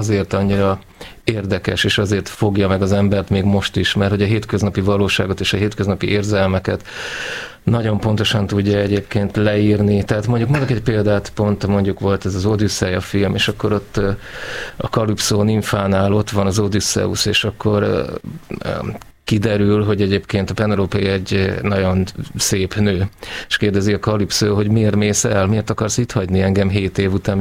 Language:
Hungarian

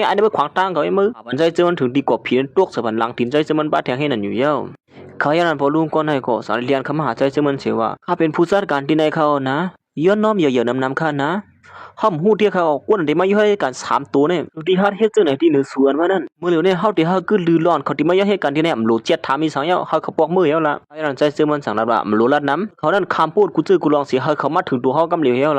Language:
Shan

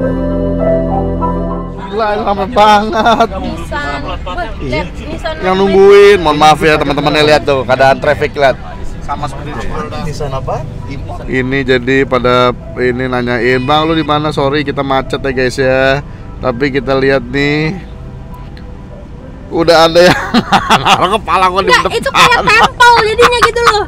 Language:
Indonesian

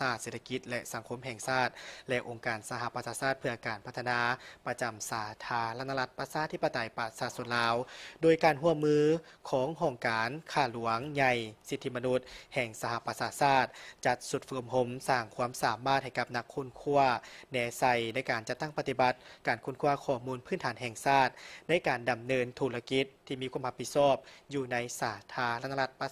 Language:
Lao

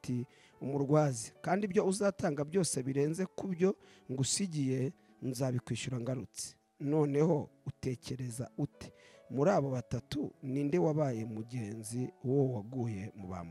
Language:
Kinyarwanda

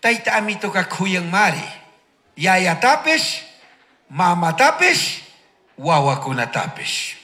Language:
Chimborazo Highland Quichua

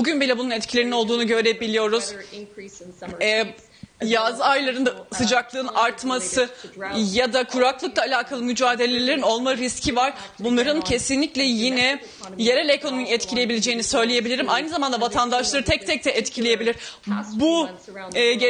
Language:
Turkish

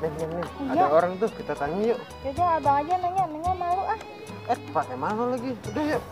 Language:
Betawi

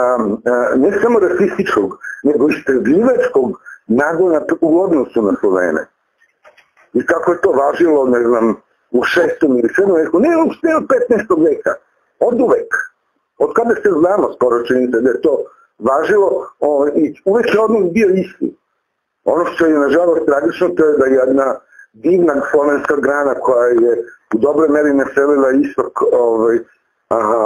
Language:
Serbian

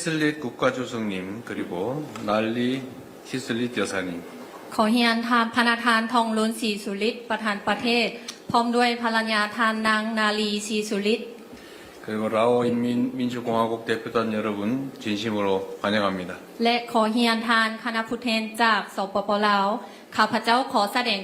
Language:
Lao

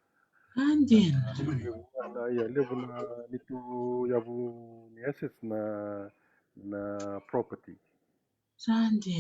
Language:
Fijian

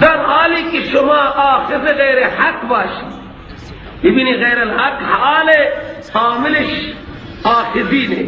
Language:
Persian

